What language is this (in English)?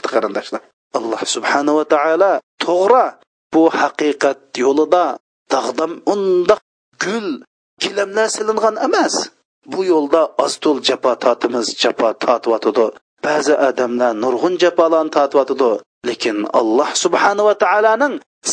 Uyghur